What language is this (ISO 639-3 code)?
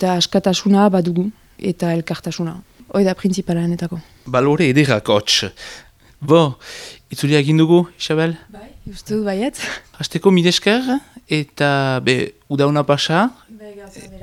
eus